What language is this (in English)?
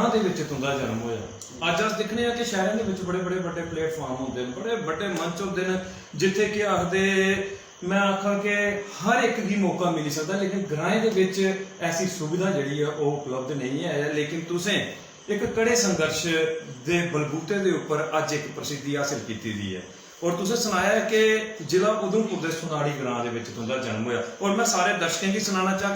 Dogri